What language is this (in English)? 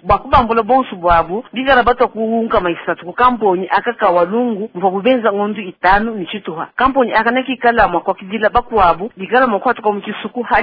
Luba-Lulua